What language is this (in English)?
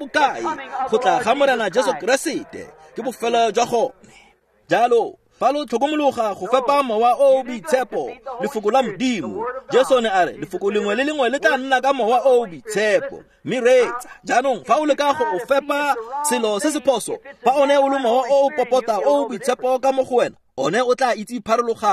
Tswana